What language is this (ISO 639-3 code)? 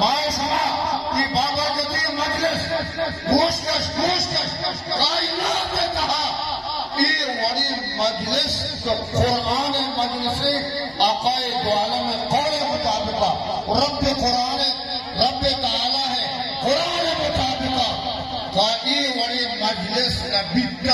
bgp